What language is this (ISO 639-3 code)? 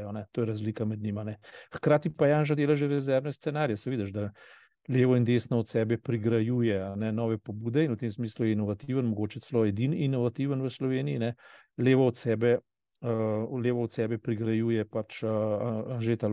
slv